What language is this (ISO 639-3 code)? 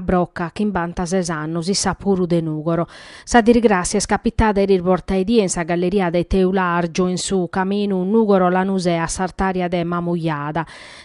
srd